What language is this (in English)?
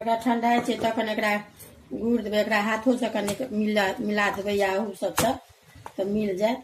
Maithili